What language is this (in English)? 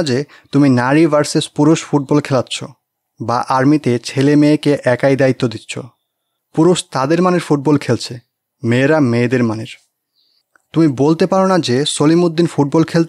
Bangla